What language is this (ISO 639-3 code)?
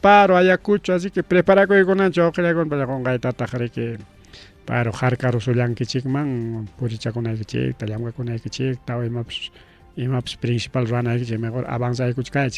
quy